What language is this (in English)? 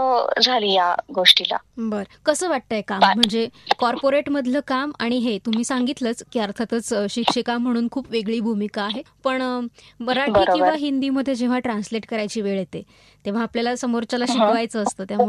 Marathi